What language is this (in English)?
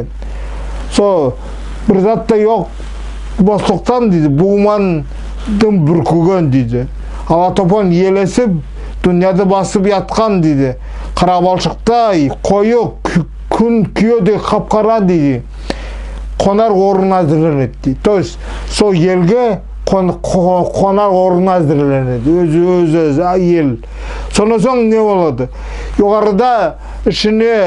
Nogai